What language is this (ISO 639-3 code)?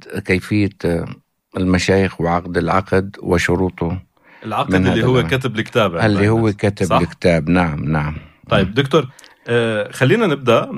apc